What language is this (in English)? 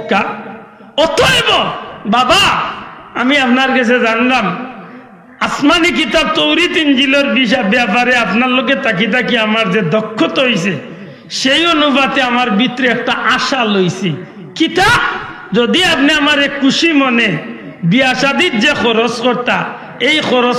Sylheti